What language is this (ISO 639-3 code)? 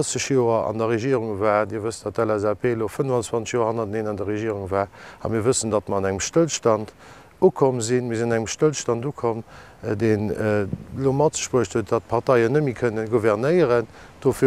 ltz